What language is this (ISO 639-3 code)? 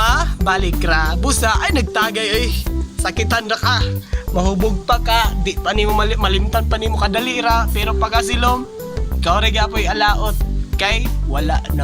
ceb